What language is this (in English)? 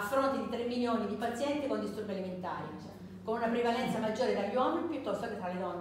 Italian